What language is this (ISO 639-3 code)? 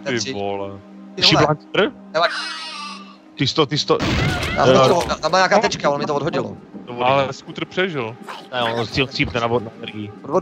ces